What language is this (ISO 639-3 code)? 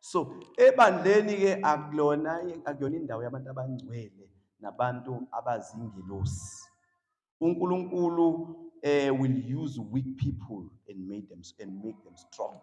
zul